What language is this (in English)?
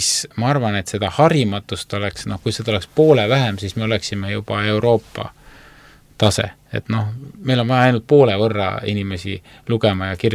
Estonian